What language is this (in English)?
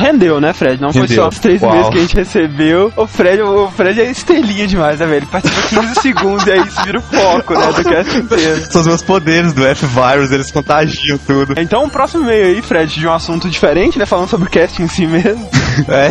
Portuguese